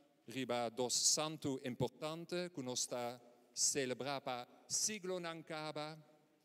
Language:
Papiamento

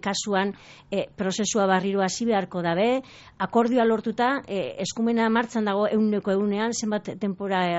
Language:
Basque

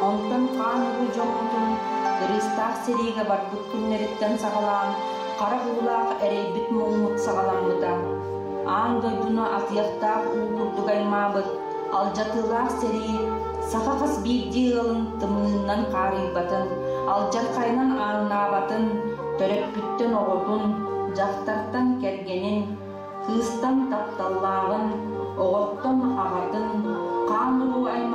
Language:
Yakut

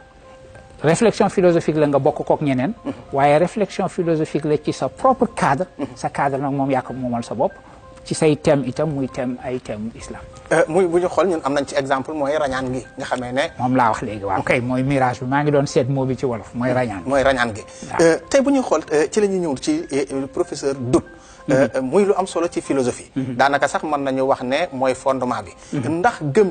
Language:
Wolof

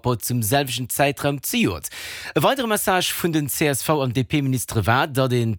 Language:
Luxembourgish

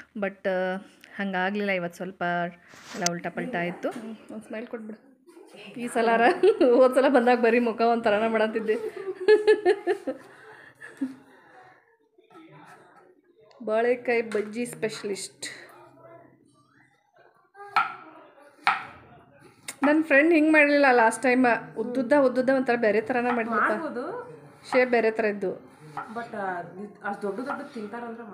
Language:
Kannada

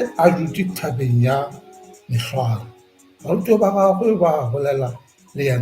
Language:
Northern Sotho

